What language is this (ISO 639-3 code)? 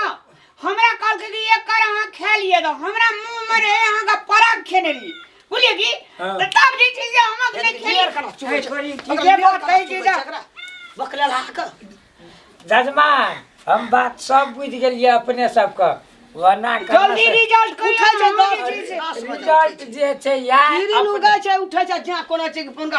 mai